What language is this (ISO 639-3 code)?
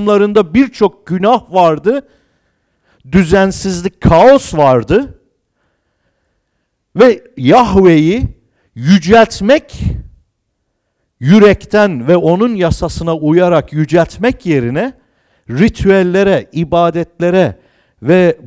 tur